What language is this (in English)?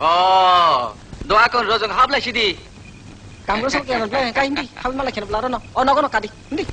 Kok Borok